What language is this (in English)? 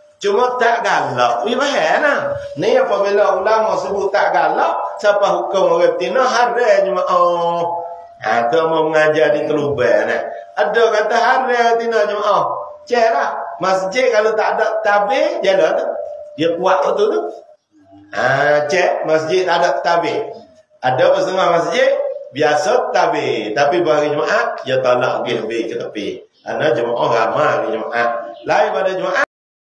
Malay